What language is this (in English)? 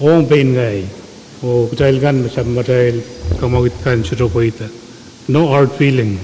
Pohnpeian